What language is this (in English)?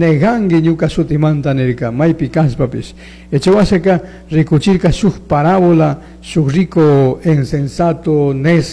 Chimborazo Highland Quichua